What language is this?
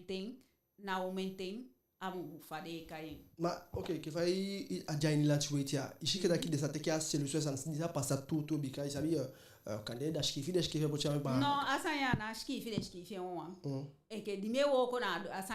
Eastern Maroon Creole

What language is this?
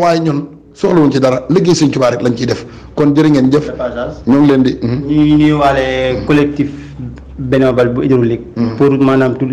Wolof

